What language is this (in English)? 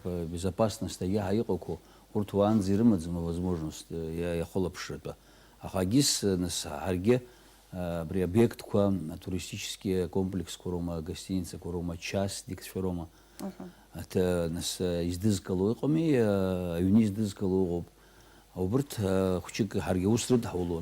Abkhazian